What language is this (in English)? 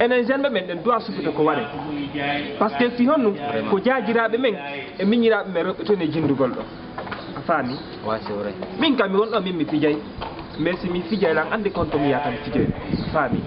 Fula